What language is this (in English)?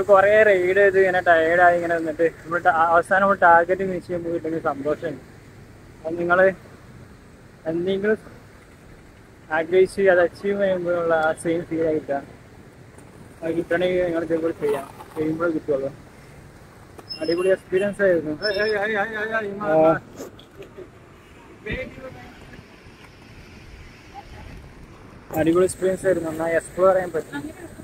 Malayalam